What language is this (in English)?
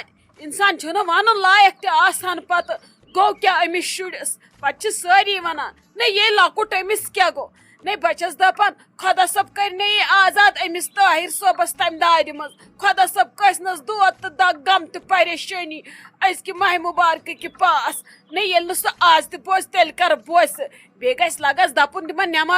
Kashmiri